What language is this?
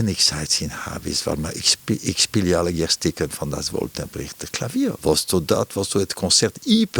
Western Frisian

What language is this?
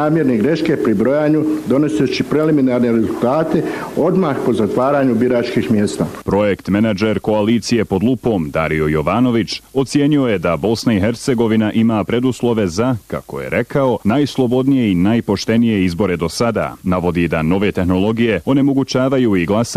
Bosnian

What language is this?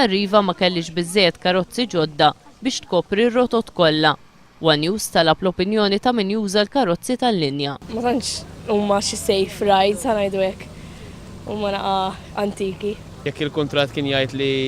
Maltese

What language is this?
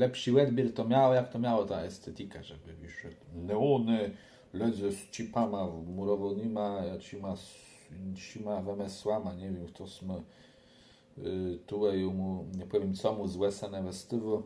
Kashubian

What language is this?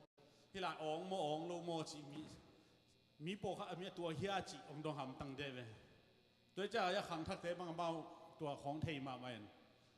Tedim Chin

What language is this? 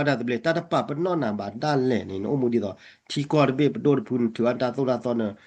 S'gaw Karen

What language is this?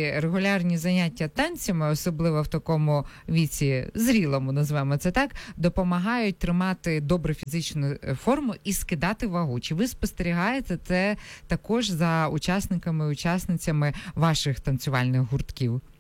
Ukrainian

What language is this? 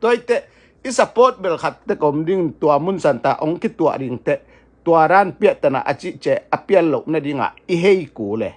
Tedim Chin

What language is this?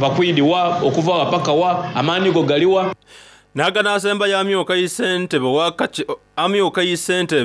Soga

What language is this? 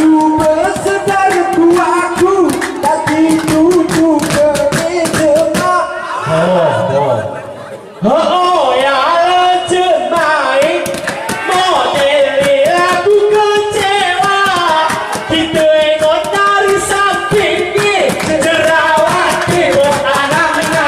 Gayo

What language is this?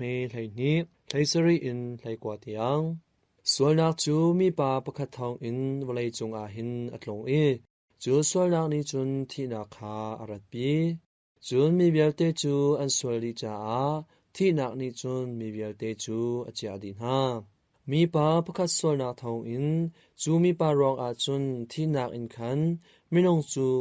Hakha Chin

